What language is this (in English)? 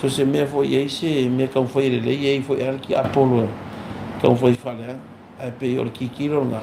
Samoan